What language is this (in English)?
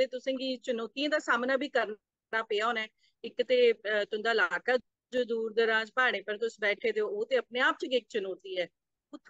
Dogri